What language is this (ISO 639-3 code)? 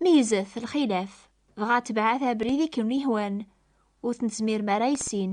kab